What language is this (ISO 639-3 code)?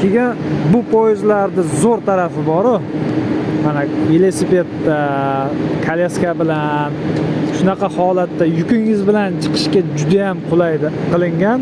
uzb